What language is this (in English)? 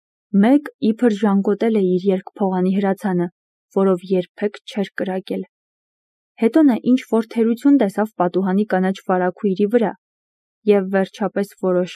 Armenian